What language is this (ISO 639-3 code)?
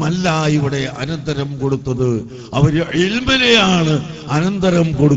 mal